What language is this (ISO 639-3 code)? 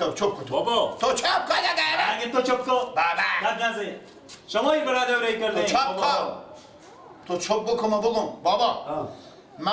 fas